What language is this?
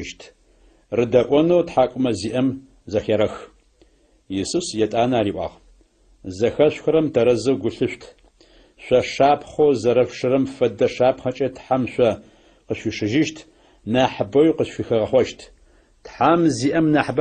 Adyghe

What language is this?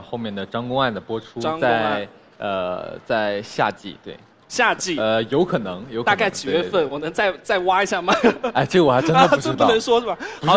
Chinese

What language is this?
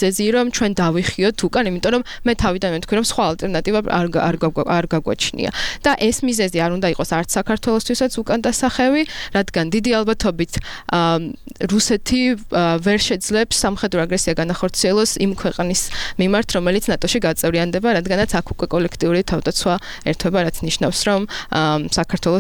Georgian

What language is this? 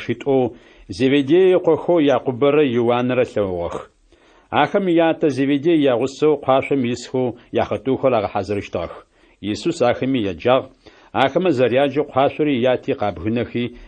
Adyghe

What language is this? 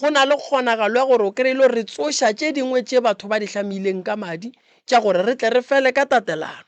Northern Sotho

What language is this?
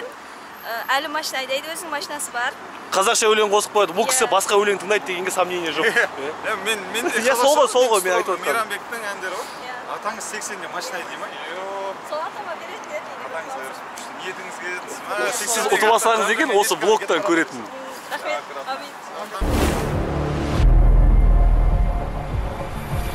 Kazakh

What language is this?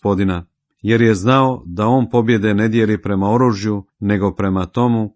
Croatian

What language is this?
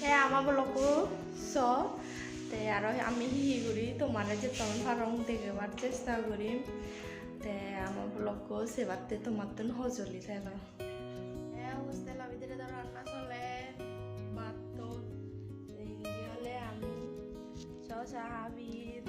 Chakma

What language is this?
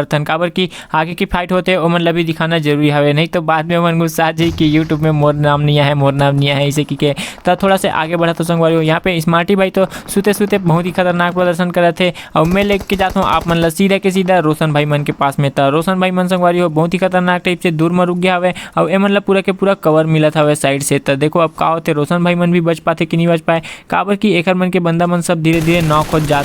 Chhattisgarhi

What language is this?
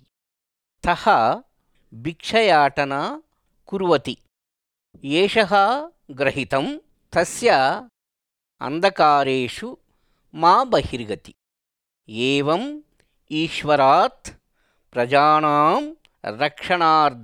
Sanskrit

